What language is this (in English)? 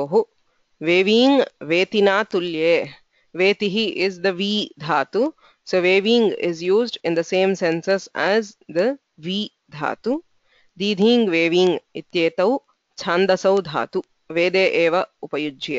Sanskrit